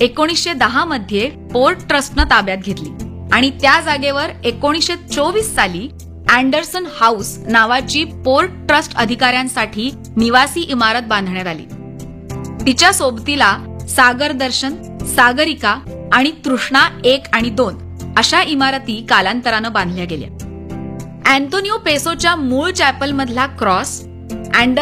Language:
Marathi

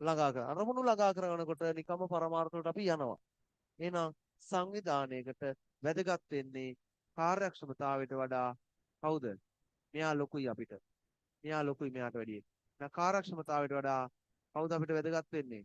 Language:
Sinhala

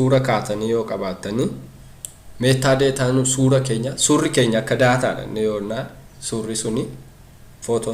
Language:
Oromo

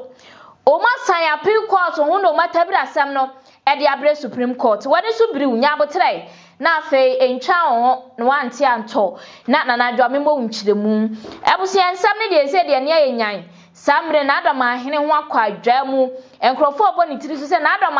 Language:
Akan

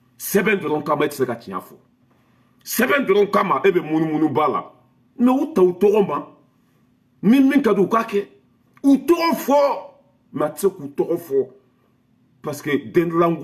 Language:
Bambara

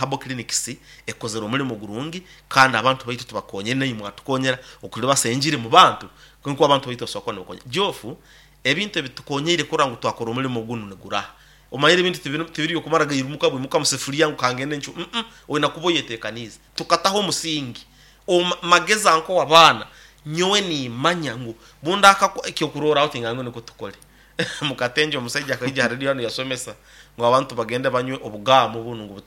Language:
Nyankole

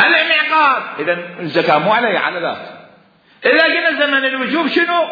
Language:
Mesopotamian Arabic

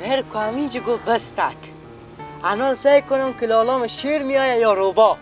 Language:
Persian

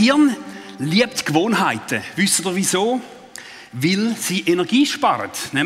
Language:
Swiss German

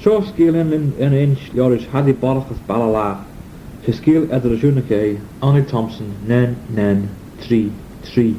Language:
Manx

